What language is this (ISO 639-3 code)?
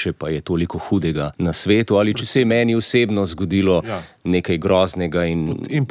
slv